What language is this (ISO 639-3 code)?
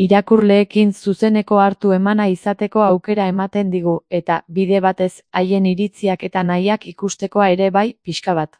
eus